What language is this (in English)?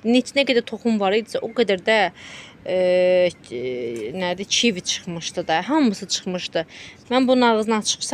Azerbaijani